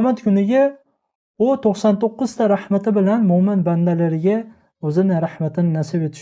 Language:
Uzbek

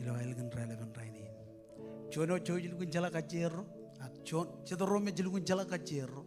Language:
Marshallese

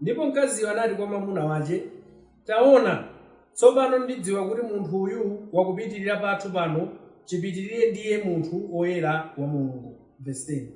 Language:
Nyanja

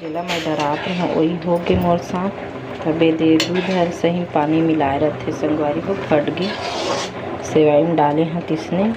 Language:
Chhattisgarhi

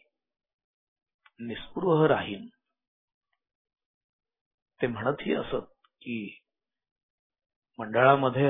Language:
Marathi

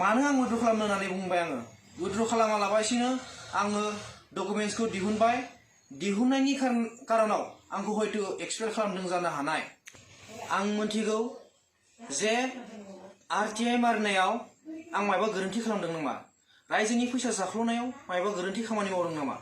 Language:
Bodo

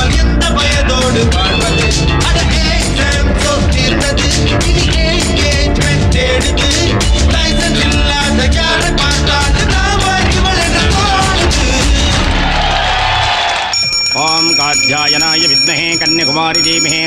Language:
Tamil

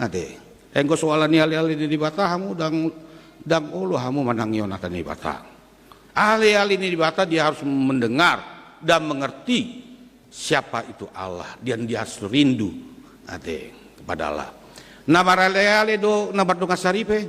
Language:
Batak Toba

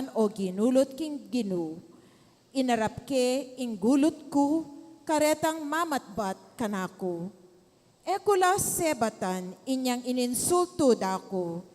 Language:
Pampanga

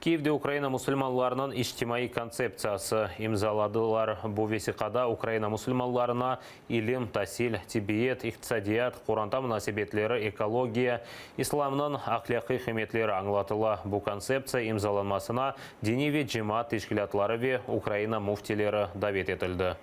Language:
Crimean Tatar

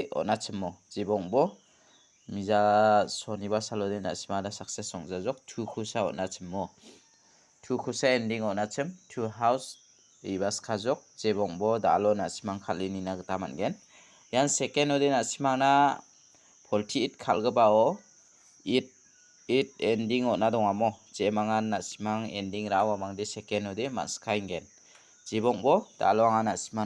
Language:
Garo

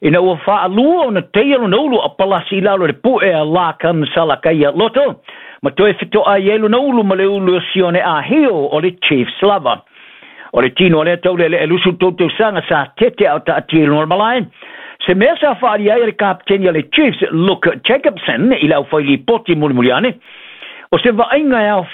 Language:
Samoan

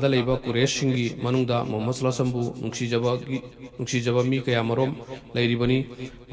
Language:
Manipuri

